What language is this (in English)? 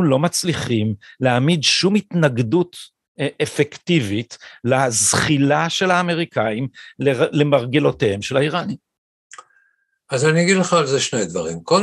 Hebrew